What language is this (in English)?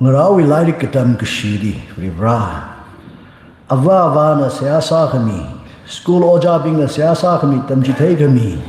Tangkhul Naga (India)